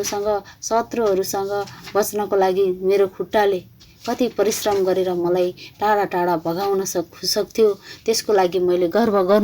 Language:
Nepali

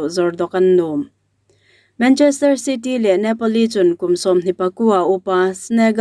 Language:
Hmar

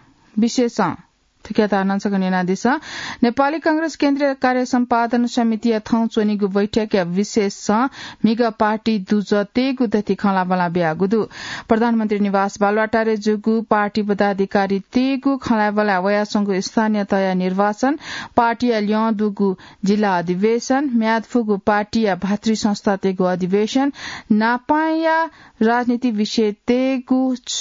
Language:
Newari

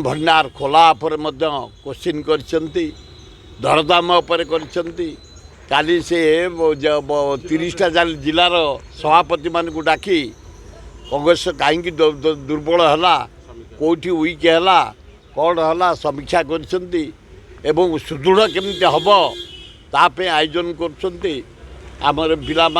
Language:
Odia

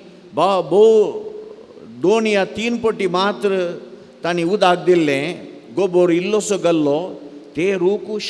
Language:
Konkani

